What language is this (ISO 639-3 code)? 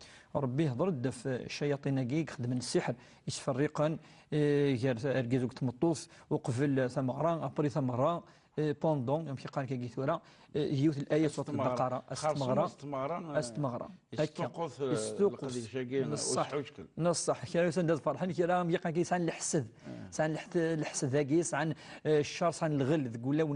kab